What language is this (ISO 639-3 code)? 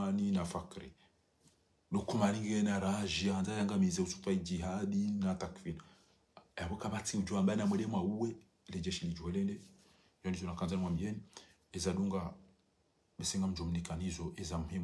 zdj